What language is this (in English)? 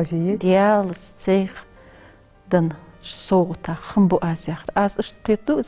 Ingush